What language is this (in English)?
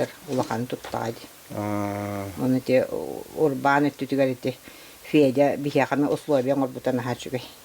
Yakut